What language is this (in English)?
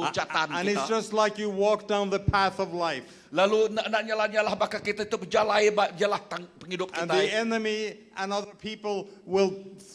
Iban